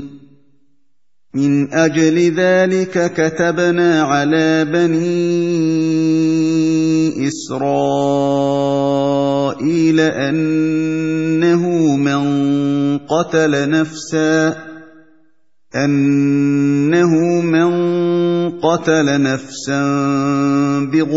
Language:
Arabic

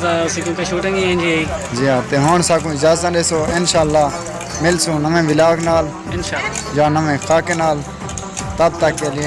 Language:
Saraiki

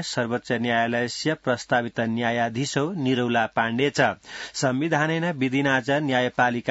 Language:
Sanskrit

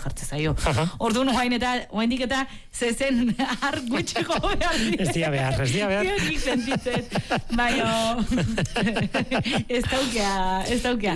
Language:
Basque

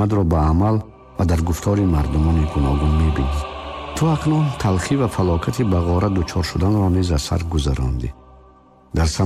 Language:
Tajik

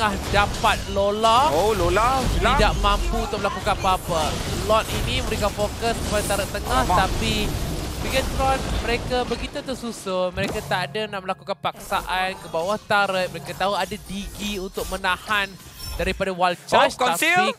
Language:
Malay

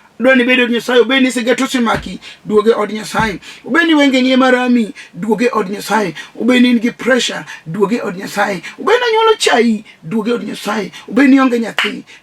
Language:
Luo (Kenya and Tanzania)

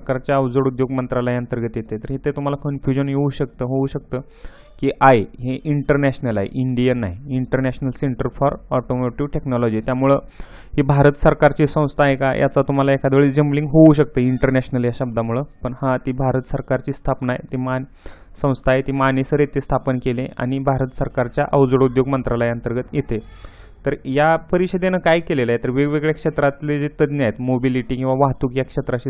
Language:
Marathi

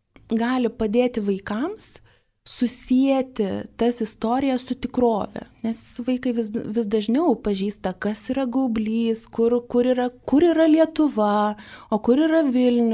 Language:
Lithuanian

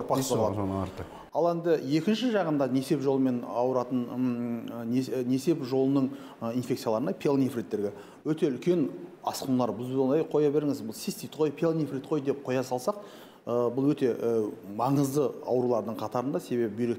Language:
Kazakh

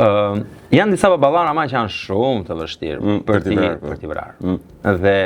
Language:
Albanian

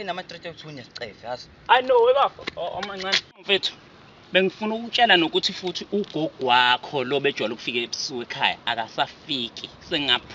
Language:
Zulu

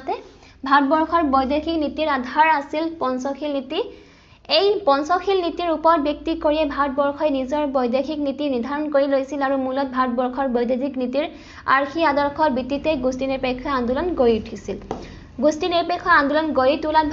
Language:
Assamese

